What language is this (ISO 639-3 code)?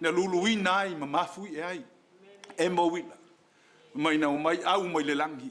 smo